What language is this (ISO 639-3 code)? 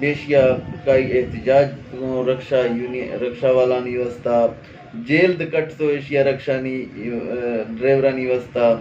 bgp